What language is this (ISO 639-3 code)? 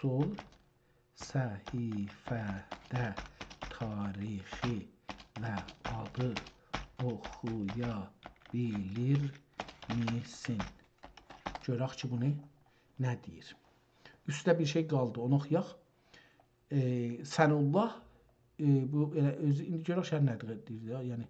azb